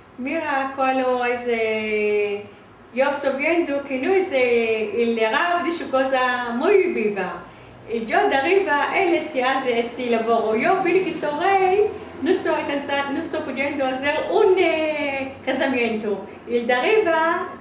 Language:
Ladino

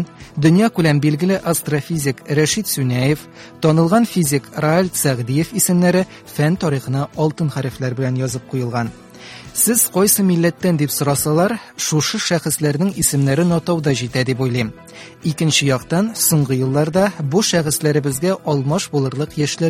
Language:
Tatar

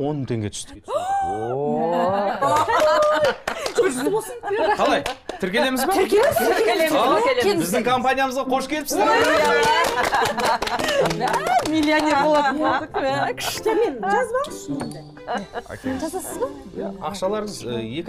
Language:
Kazakh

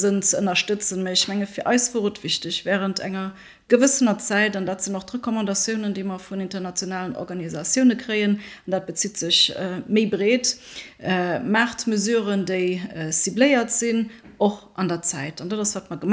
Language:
Luxembourgish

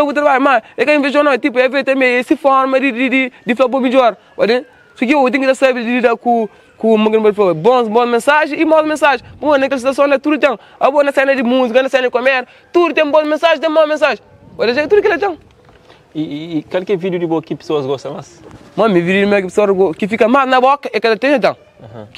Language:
Kabuverdianu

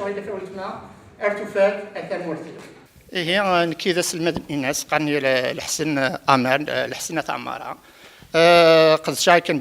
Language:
Kabyle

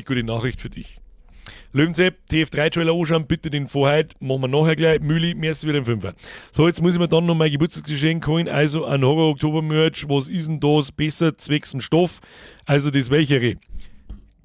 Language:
Bavarian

